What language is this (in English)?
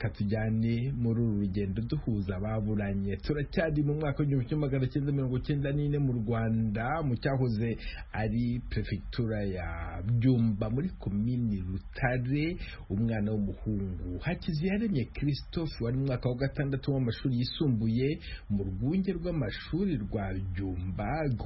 Kinyarwanda